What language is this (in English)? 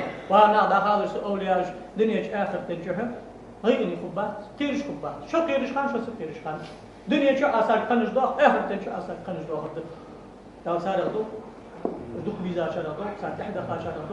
Ingush